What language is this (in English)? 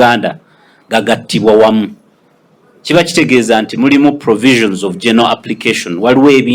Ganda